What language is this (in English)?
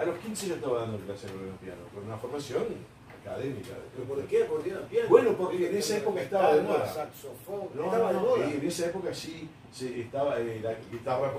Spanish